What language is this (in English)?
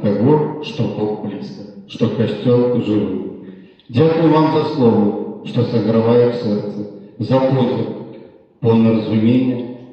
Belarusian